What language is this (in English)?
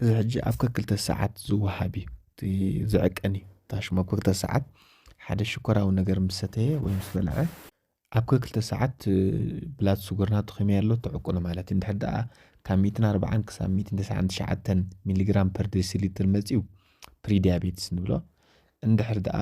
Tigrinya